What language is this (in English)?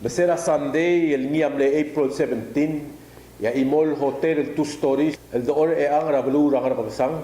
Palauan